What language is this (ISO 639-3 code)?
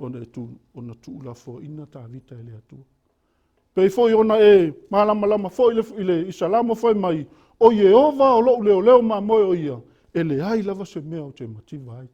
smo